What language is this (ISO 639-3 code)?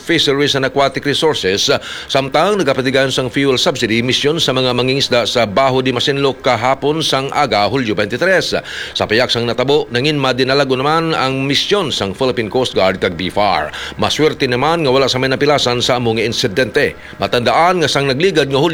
hil